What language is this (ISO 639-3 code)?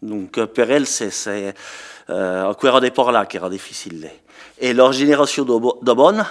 oci